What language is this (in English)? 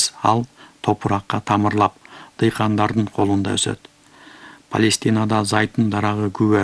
Kyrgyz